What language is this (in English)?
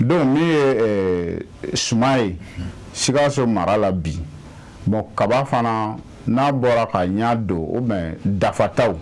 Bambara